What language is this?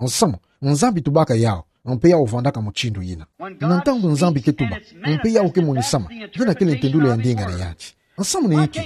Kituba (Democratic Republic of Congo)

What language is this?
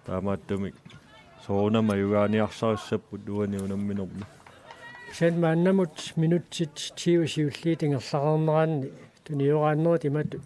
Kalaallisut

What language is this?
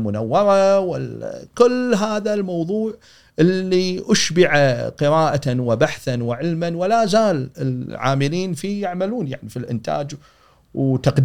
Gulf Arabic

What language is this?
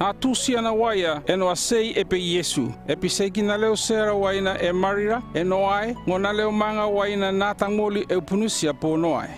North Efate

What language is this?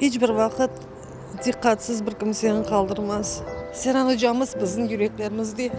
Crimean Tatar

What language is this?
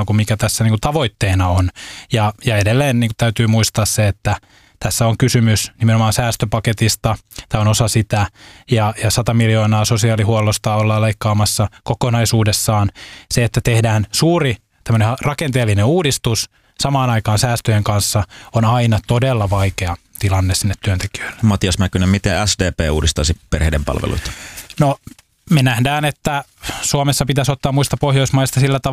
Finnish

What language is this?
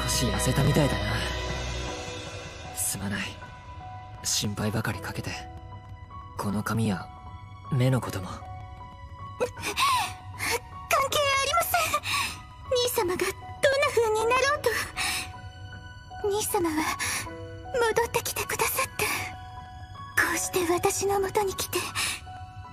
Japanese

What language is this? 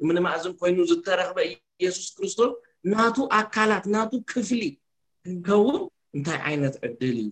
Tigrinya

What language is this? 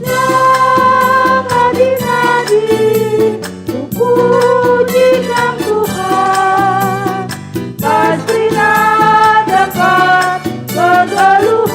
Batak Karo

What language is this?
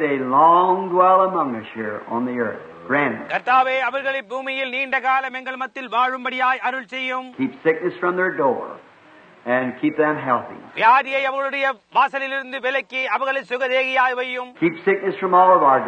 Tamil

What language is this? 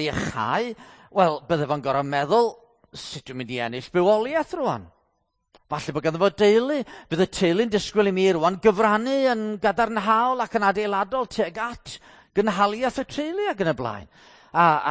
Welsh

